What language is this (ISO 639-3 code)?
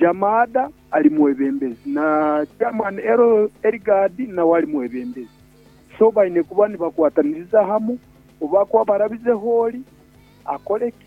nyo